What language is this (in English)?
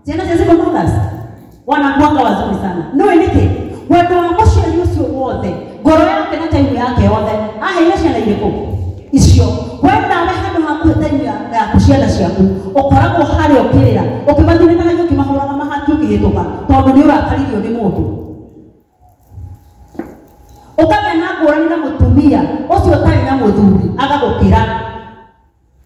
Kikuyu